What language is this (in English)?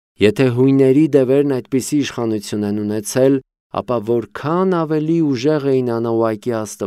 Armenian